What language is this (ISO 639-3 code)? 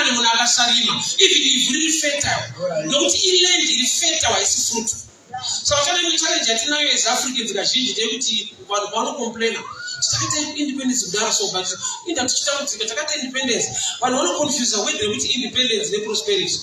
sna